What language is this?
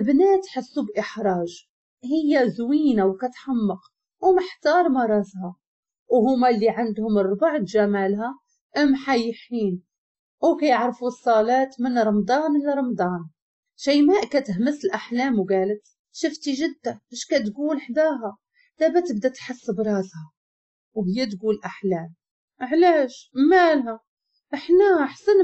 Moroccan Arabic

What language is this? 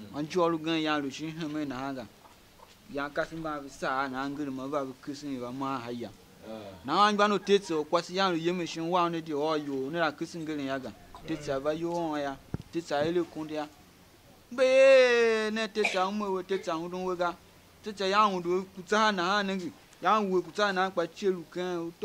Tiv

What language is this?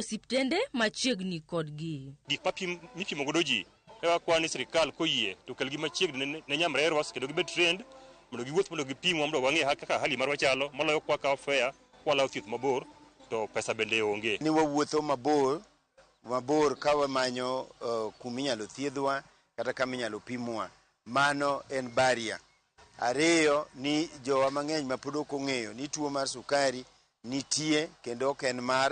Luo (Kenya and Tanzania)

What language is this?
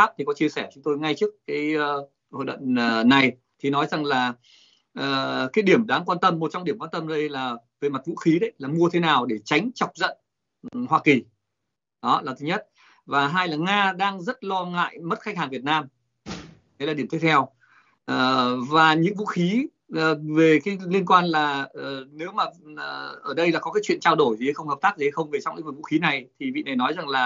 Vietnamese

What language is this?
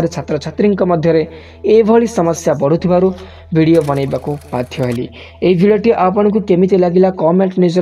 Odia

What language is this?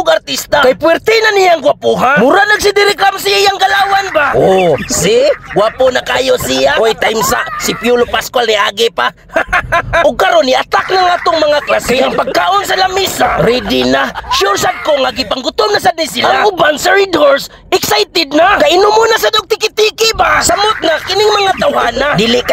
Cebuano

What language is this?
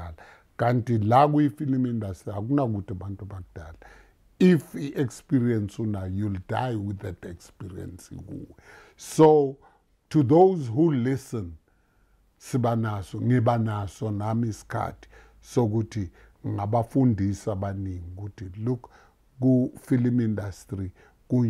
Zulu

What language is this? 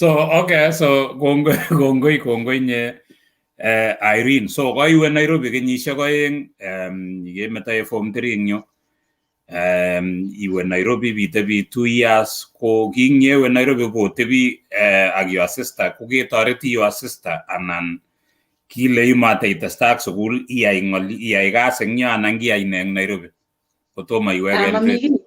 Kalenjin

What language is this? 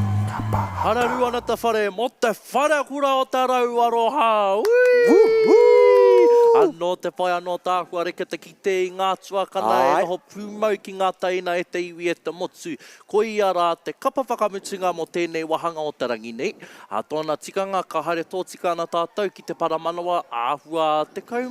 Māori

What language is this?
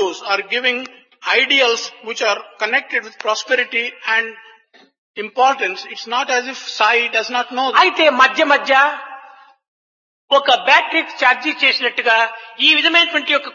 Telugu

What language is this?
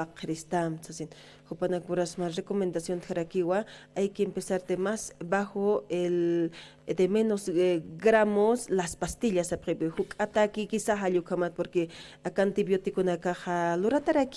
Aymara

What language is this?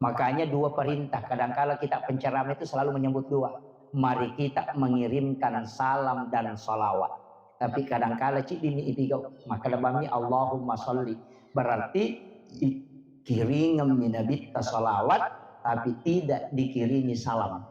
Buginese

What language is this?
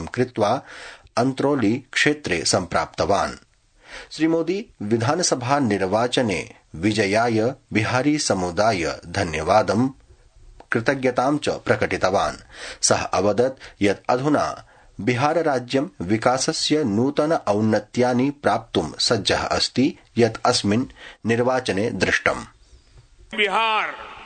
Sanskrit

